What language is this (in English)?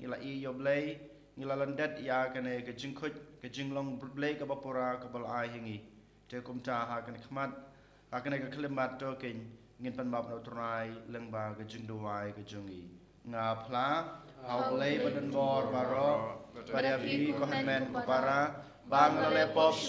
Khasi